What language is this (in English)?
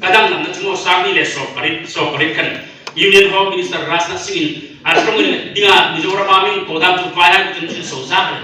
Hmar